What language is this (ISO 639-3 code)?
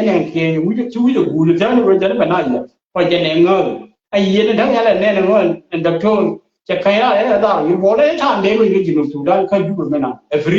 nus